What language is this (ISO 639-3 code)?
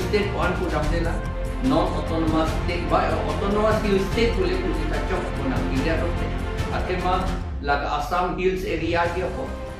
mjw